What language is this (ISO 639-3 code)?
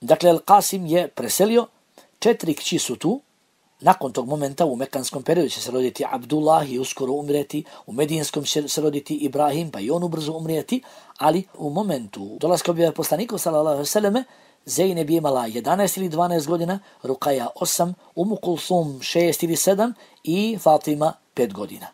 bos